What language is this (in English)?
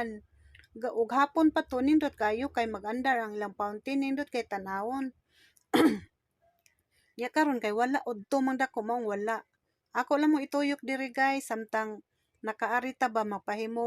Cebuano